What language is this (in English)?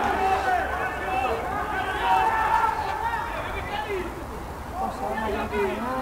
Basque